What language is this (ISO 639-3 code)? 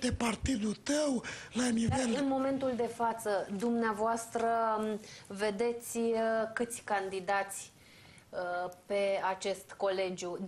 ron